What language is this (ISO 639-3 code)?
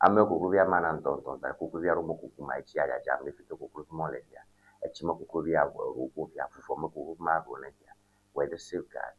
ewe